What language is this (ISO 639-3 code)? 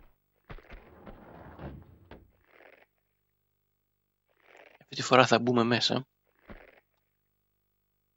ell